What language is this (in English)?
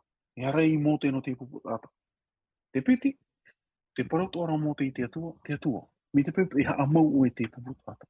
Tahitian